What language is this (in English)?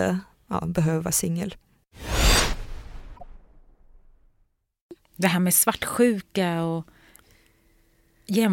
Swedish